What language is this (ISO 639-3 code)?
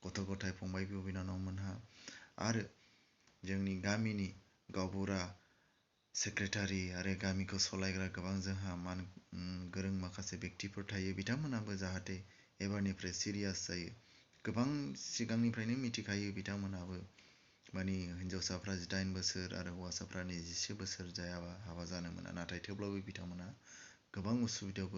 brx